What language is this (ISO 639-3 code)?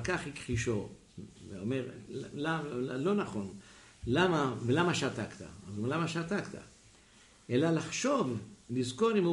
heb